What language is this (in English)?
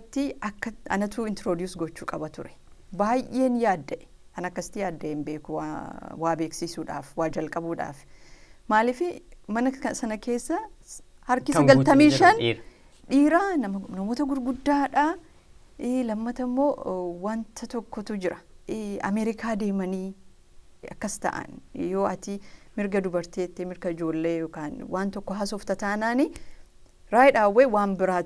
Oromo